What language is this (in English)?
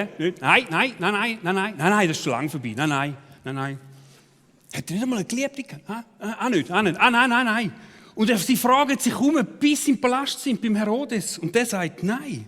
Swiss German